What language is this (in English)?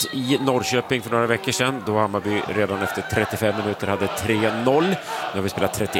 Swedish